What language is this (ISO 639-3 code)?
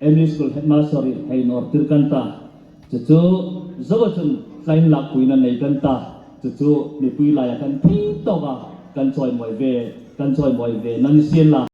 hmr